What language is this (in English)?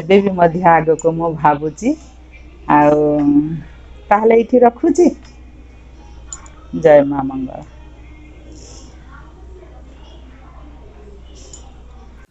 Odia